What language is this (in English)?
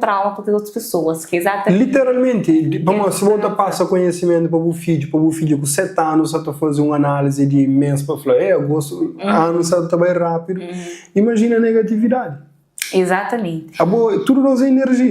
Kabuverdianu